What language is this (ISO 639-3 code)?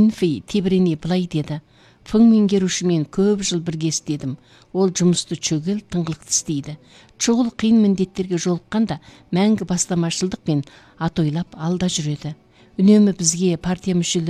kaz